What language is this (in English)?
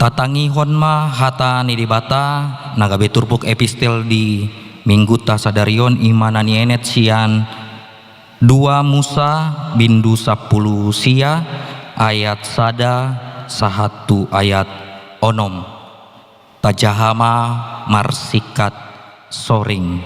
Batak Toba